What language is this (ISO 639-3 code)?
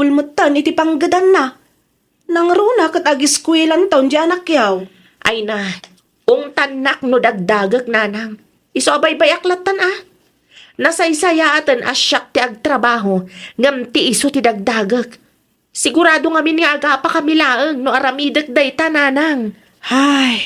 ilo